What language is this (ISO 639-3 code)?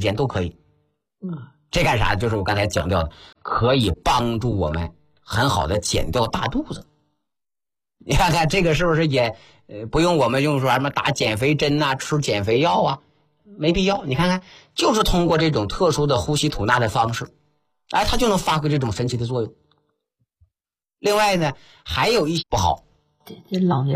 zho